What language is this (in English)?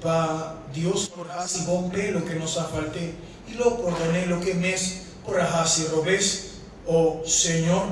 Papiamento